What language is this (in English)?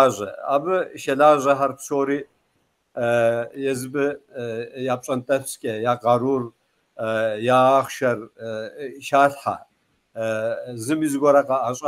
Kabardian